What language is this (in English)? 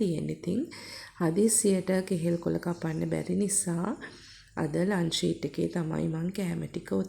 Sinhala